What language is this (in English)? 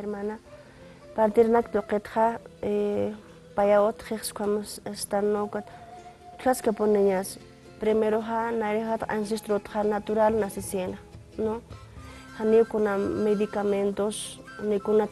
Aymara